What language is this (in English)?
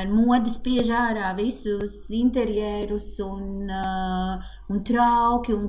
Latvian